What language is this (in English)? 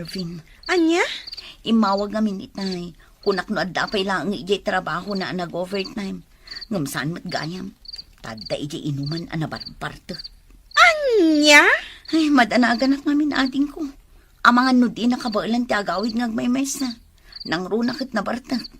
Iloko